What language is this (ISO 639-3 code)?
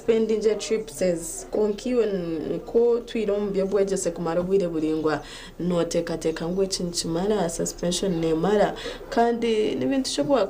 nyn